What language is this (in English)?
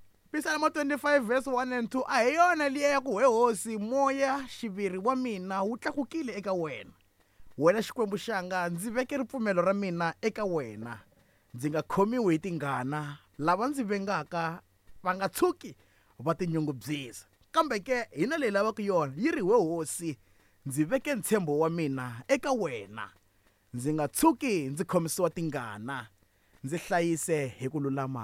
Tsonga